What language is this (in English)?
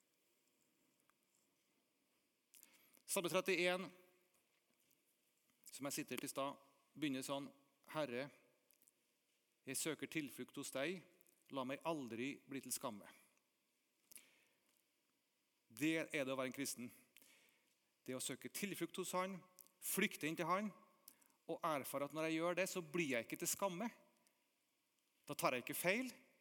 Norwegian